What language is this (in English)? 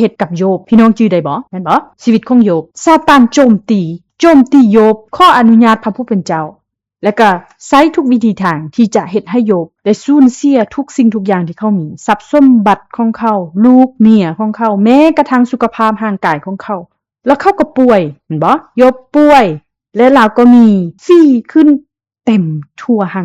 Lao